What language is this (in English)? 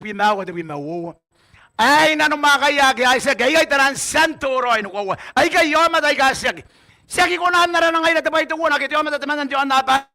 Gilbertese